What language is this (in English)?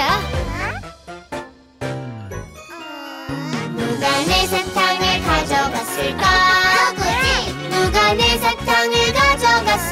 Korean